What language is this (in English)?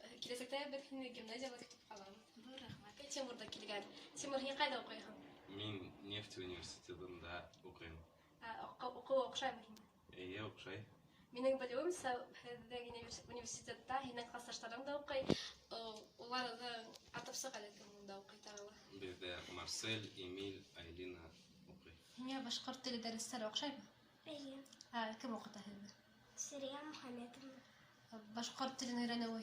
Bashkir